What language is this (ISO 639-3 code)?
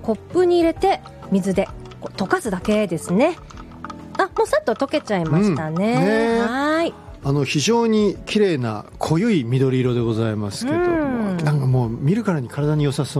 jpn